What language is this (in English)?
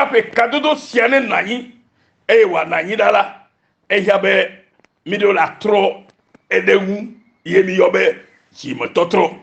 Ewe